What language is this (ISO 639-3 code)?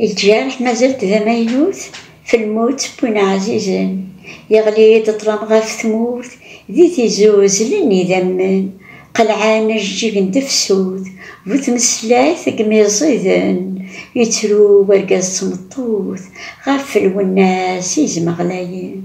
kab